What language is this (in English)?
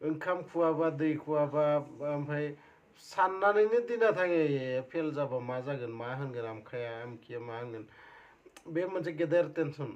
Bodo